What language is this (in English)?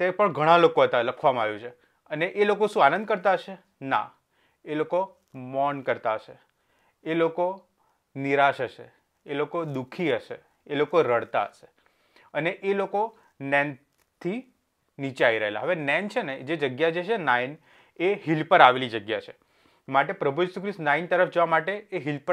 Gujarati